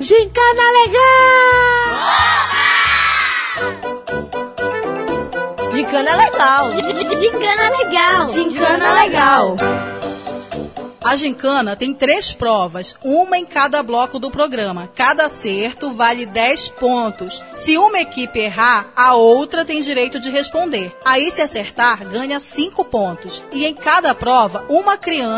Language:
Portuguese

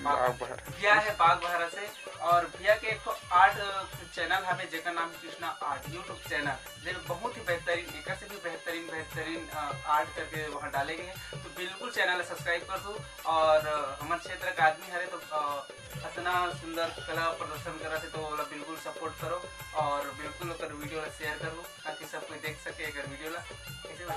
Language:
Chhattisgarhi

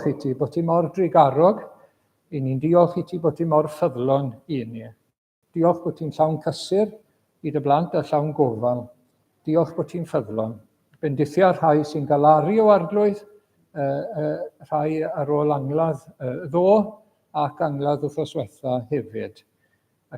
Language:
Welsh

